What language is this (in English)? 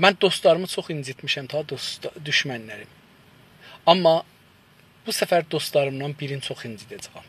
South Azerbaijani